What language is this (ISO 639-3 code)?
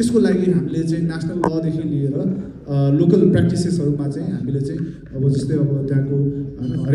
nep